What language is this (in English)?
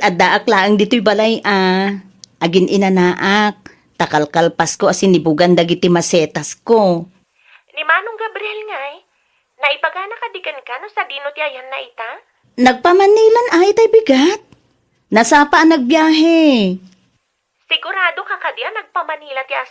Iloko